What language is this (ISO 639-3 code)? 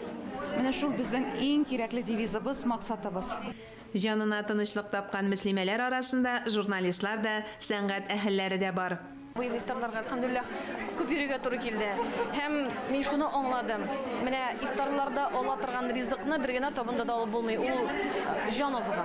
tat